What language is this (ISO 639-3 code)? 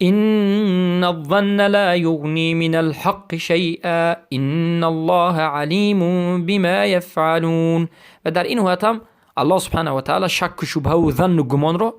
fas